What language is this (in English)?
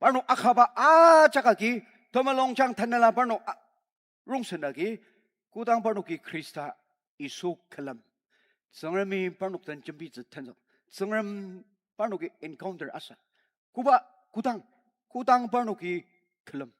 Ao Naga